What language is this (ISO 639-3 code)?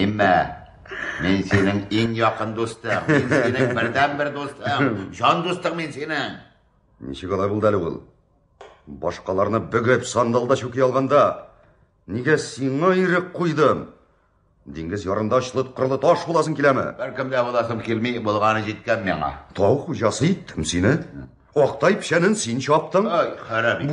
tat